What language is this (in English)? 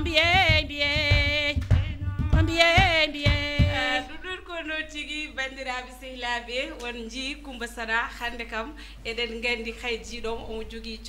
Fula